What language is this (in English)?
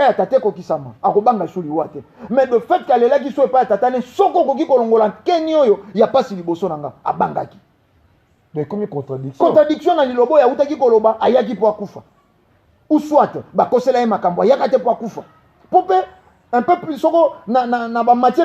Lingala